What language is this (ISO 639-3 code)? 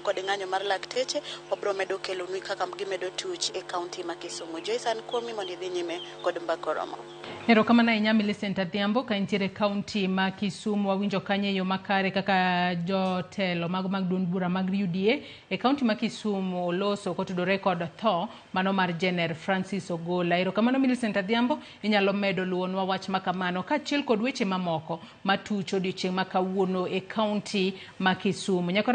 luo